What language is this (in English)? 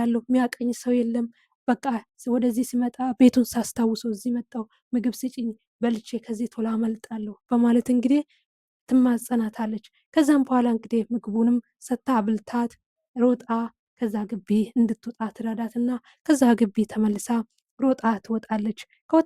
Amharic